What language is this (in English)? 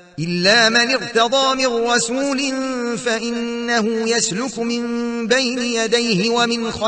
Arabic